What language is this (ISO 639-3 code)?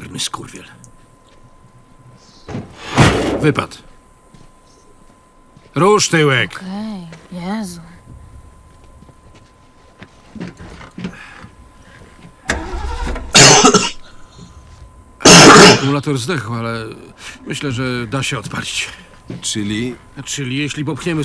pol